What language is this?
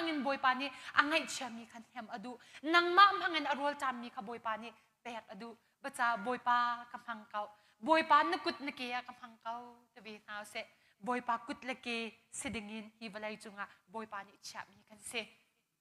Hakha Chin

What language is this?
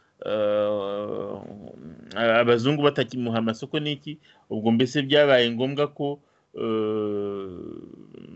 Kinyarwanda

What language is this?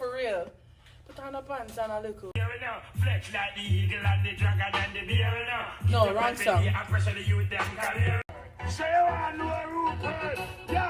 Jamaican Creole English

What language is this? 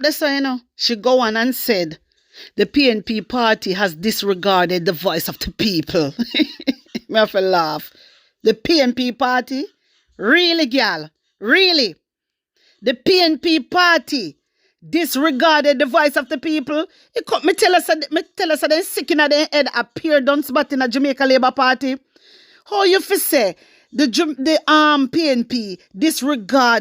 Jamaican Creole English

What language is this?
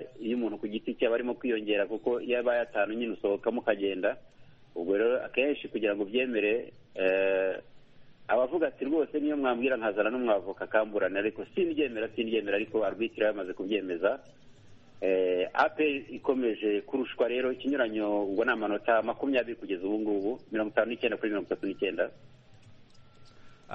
Kinyarwanda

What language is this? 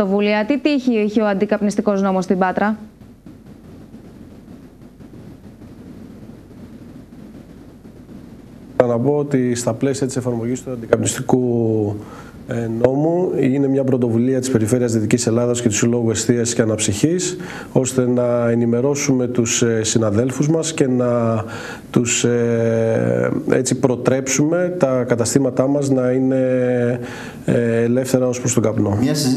Greek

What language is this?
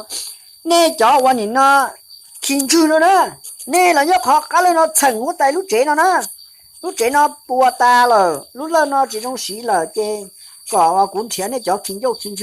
Hmong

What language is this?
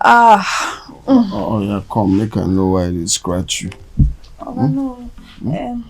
Nigerian Pidgin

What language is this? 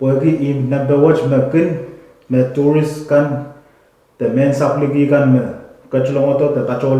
Pohnpeian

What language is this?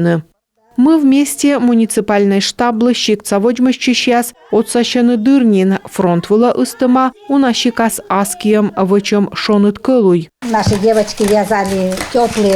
Komi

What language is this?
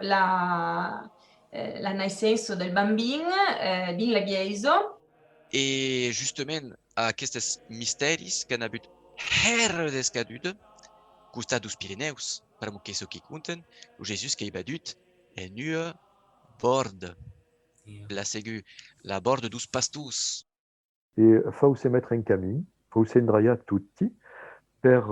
Occitan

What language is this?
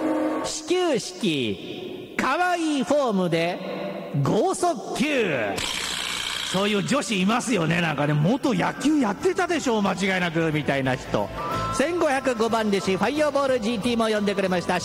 Japanese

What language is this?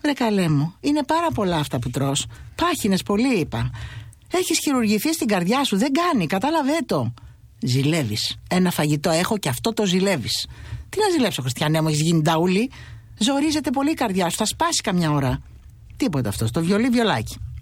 Greek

